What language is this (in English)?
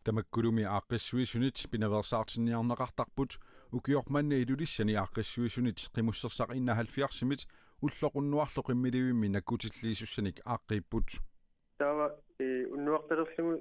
Kalaallisut